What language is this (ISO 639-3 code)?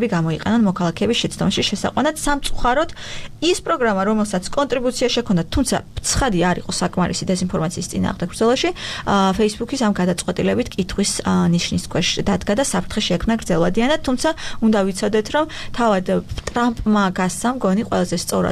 kat